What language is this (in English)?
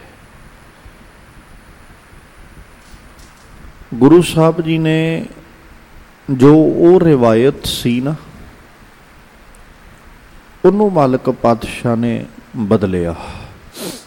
Punjabi